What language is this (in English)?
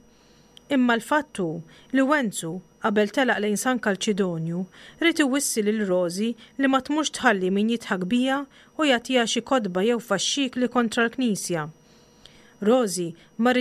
Maltese